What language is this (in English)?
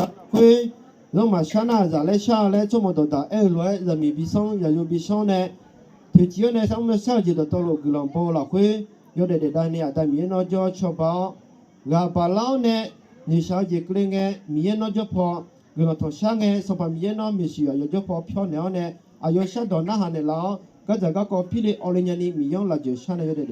Akha